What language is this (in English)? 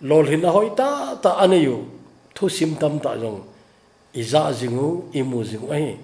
Thado Chin